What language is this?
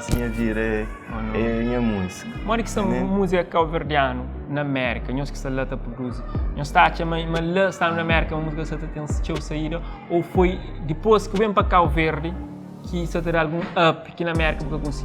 Kabuverdianu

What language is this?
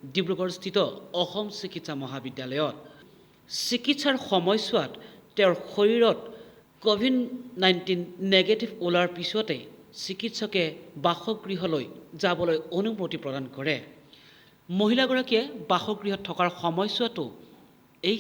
Assamese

